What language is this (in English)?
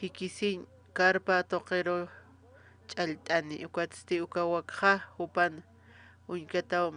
Aymara